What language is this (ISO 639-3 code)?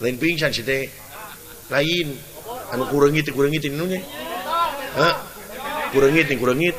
sun